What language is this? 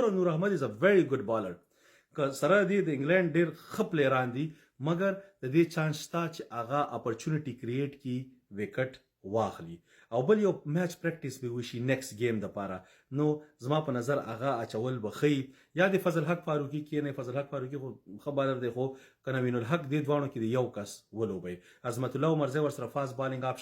Pashto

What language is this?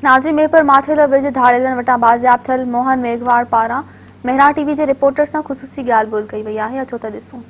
Sindhi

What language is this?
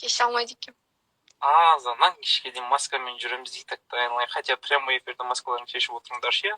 Kazakh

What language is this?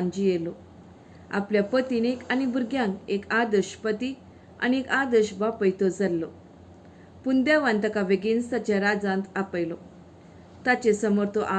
Konkani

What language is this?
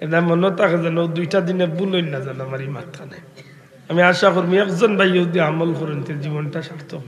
Sylheti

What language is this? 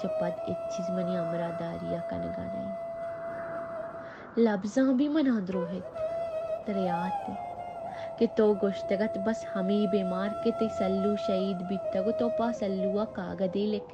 Baluchi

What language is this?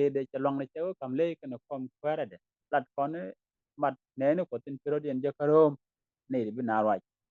Nuer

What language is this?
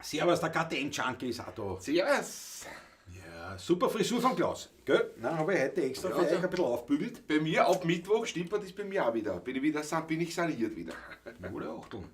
Bavarian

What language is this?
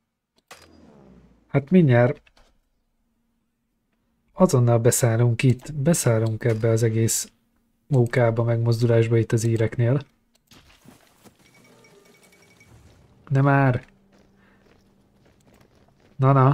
Hungarian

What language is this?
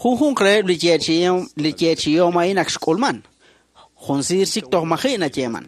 Kekchí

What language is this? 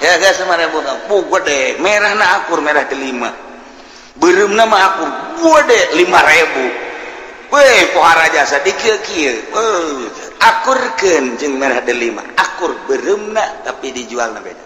Sundanese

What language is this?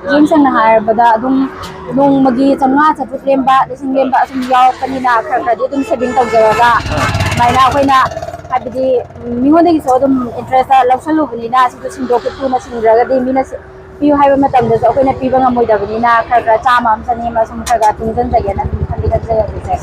Manipuri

